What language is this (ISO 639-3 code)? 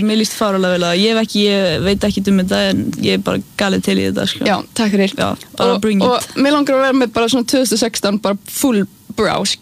isl